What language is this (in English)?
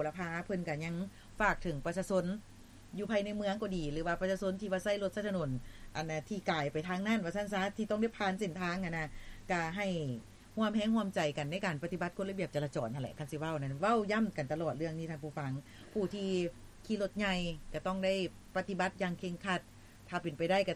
Lao